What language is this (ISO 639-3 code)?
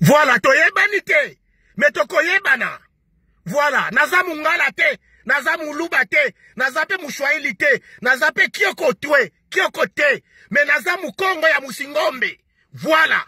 lin